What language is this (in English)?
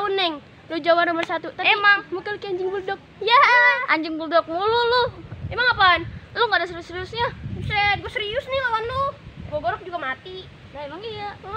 Betawi